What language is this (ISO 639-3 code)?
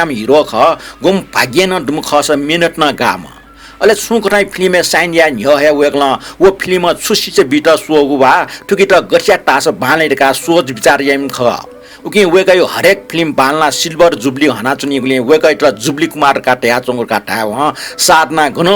new